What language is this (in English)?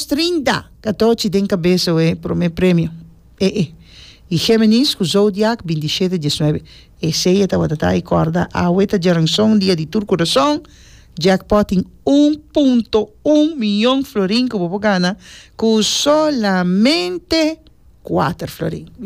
Papiamento